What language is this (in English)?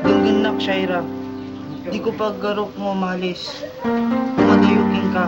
Iloko